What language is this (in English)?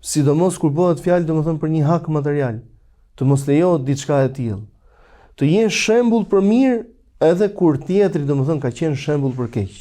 Albanian